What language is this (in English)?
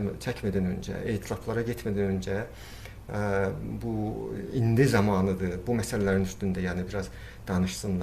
South Azerbaijani